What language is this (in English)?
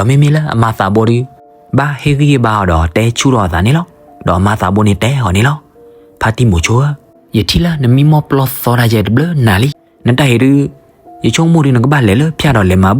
S'gaw Karen